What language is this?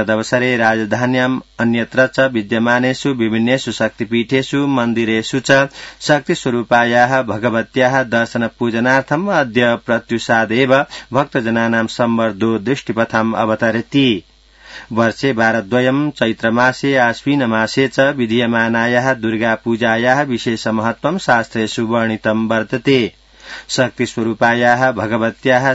Sanskrit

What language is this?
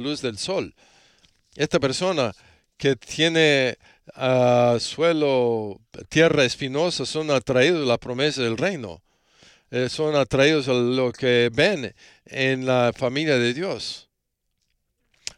Spanish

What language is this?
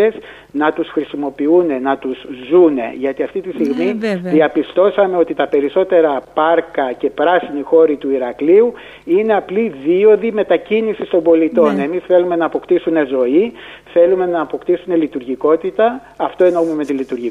Greek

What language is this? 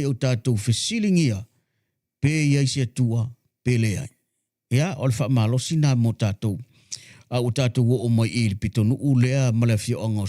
Samoan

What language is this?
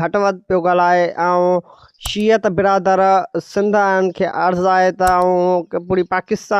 Sindhi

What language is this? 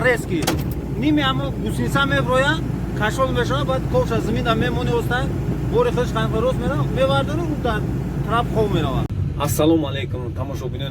Tajik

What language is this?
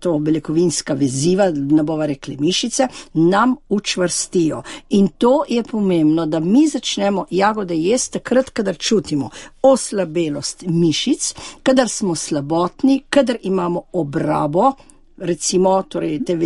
Slovenian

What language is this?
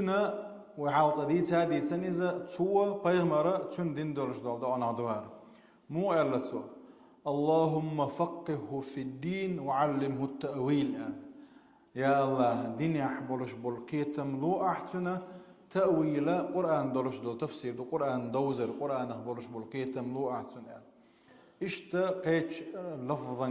Chechen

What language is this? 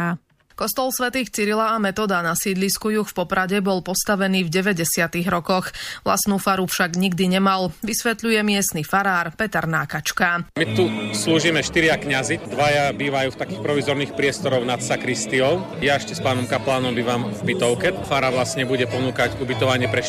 Slovak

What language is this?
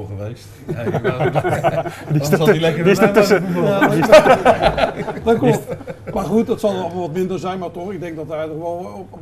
Dutch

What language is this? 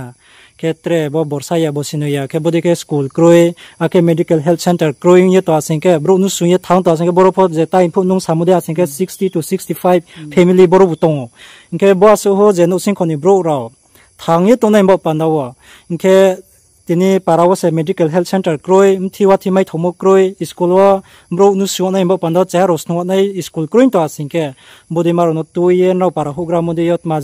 Riang (India)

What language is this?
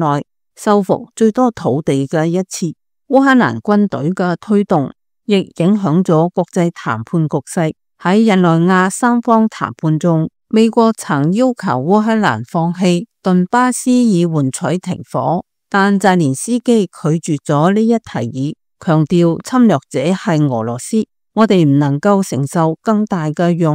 Cantonese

